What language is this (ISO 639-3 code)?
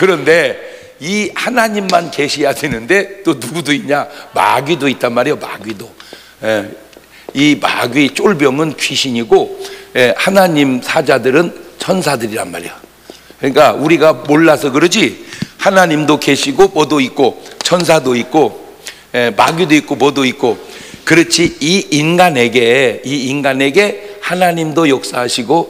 kor